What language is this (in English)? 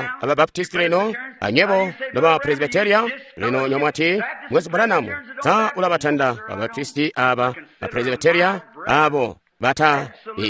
Tonga (Zambia)